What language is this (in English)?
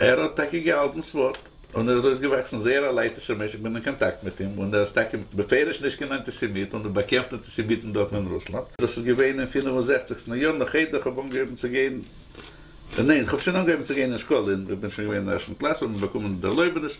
Yiddish